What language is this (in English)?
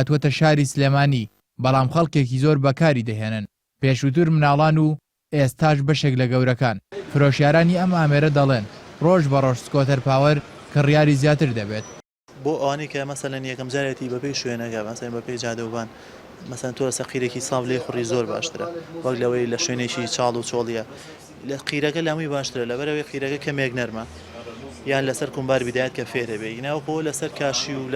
Central Kurdish